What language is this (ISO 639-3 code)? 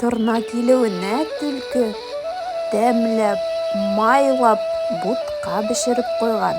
bak